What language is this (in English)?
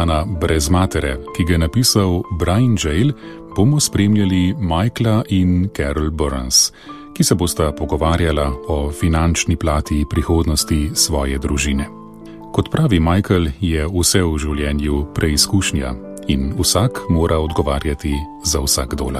Slovenian